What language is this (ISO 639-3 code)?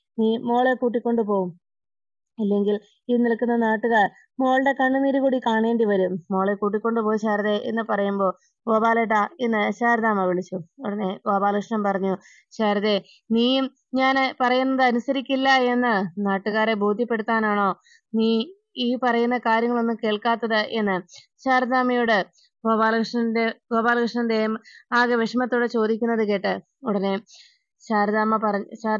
mal